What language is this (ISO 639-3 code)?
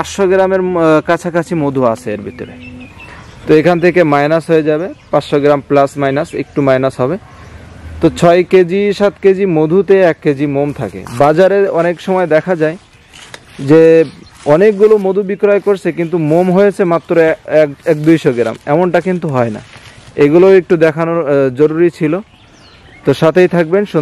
ben